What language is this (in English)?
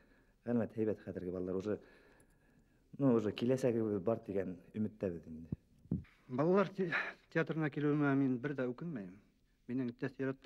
Bashkir